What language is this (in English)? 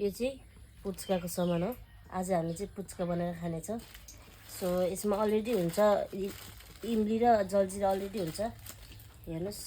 Nepali